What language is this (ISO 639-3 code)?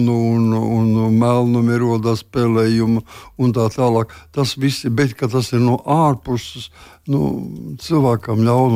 lav